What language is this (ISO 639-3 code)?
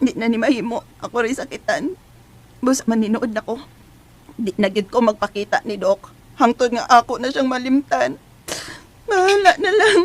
ceb